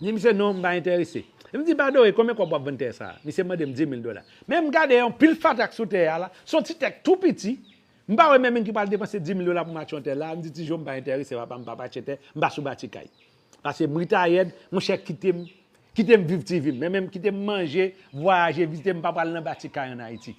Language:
Haitian Creole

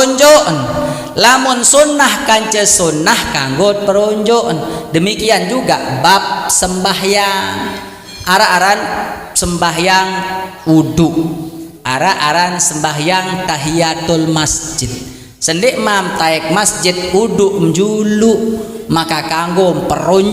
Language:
Sasak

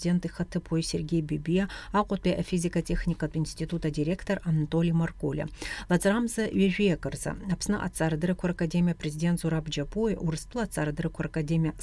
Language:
Abkhazian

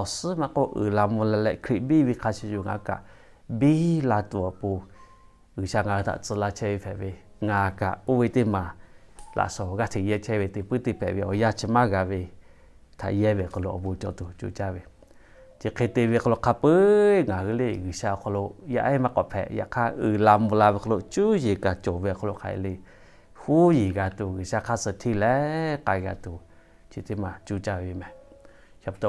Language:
Lahu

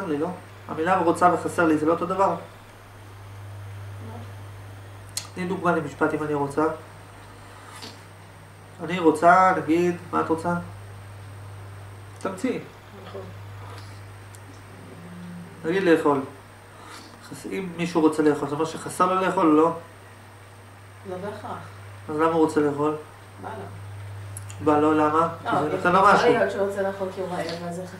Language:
Hebrew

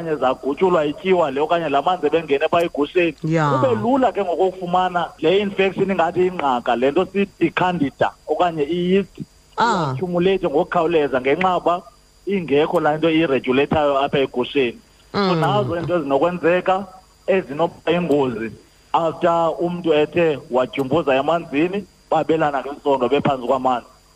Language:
Xhosa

